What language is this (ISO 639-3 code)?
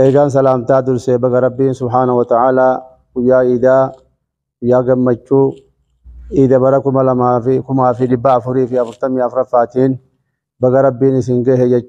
orm